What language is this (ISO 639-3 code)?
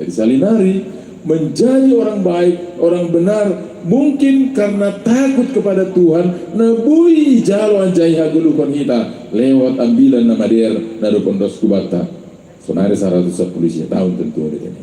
bts